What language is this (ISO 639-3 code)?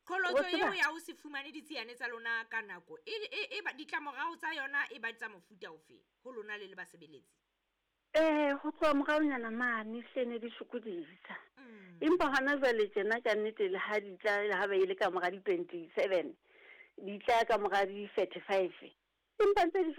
sot